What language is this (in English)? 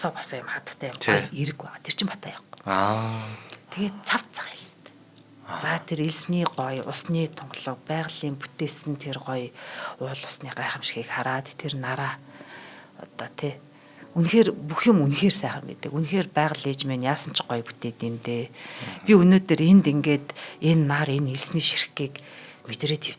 Mongolian